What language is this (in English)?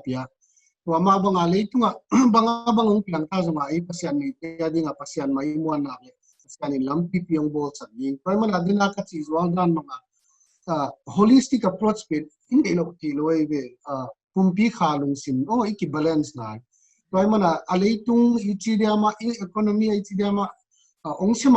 Paite Chin